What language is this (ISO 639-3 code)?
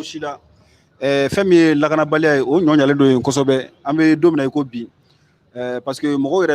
bam